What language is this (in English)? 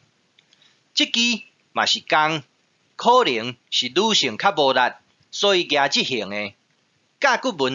Min Nan Chinese